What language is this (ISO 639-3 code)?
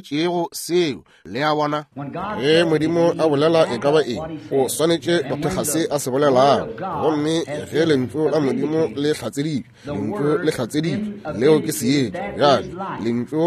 nso